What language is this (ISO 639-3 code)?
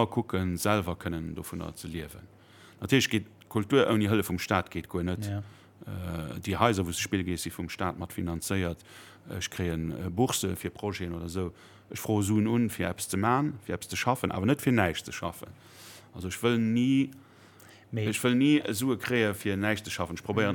ltz